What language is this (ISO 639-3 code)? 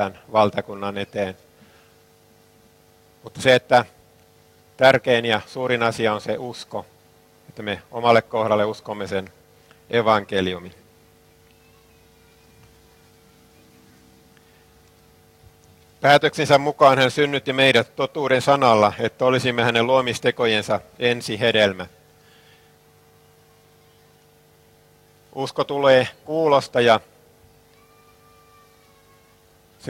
fin